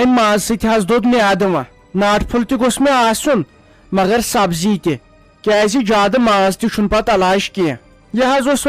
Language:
Kashmiri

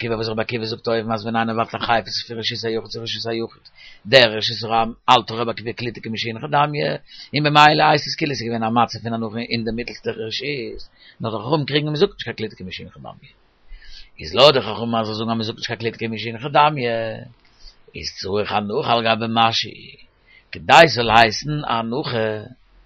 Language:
Yiddish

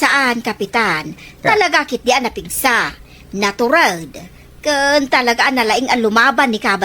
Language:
Iloko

